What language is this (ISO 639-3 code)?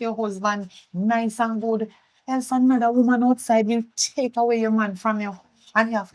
jam